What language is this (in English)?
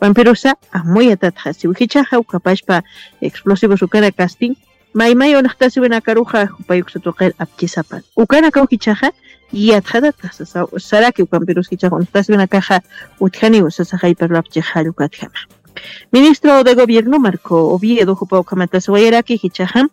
Aymara